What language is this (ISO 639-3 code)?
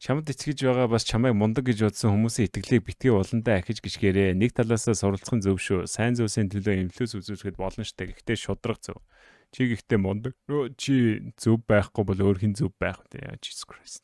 mon